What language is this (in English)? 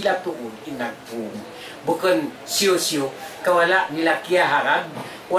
Tausug